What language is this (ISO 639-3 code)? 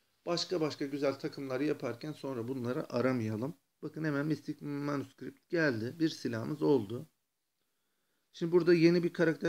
tur